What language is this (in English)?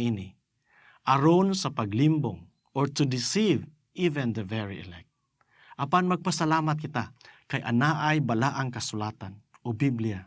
Cebuano